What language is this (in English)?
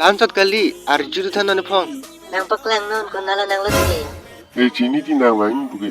Karbi